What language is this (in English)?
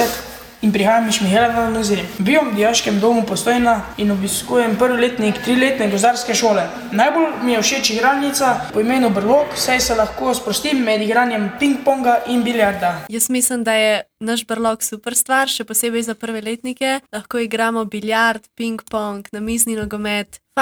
Slovenian